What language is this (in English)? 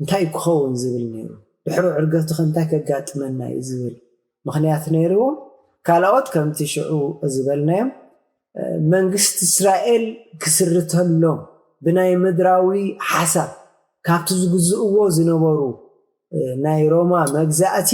Tigrinya